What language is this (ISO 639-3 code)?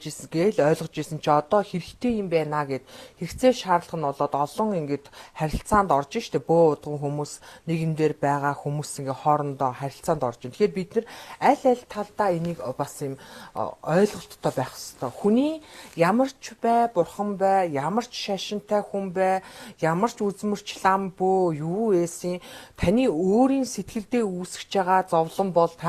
mon